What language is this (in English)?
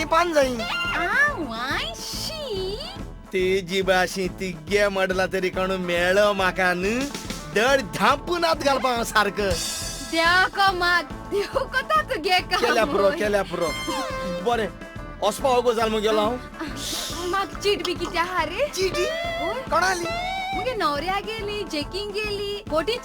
Konkani